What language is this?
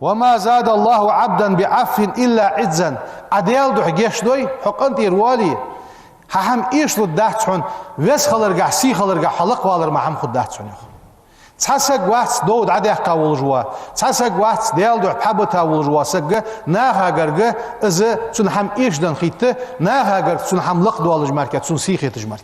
Ingush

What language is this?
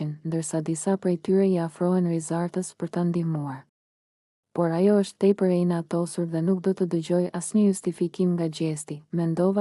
Albanian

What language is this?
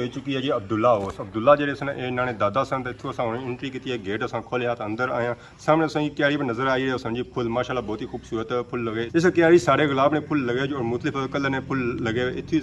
Pahari-Potwari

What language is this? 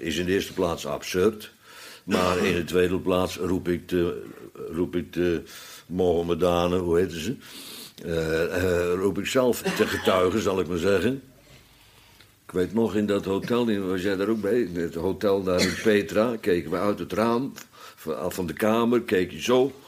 Dutch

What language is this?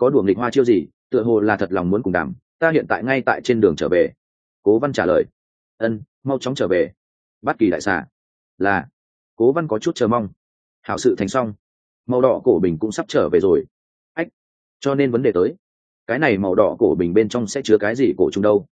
Vietnamese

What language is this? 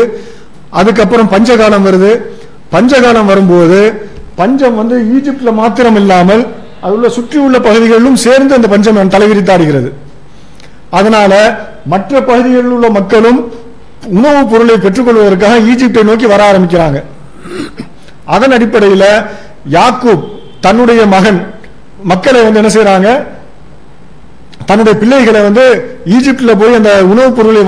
Tamil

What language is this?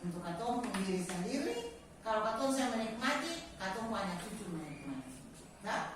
Ambonese Malay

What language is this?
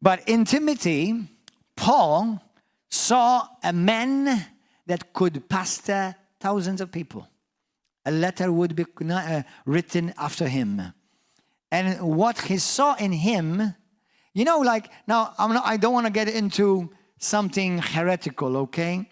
English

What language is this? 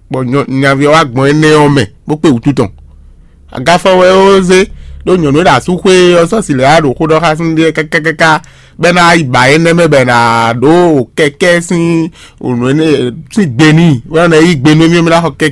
Fon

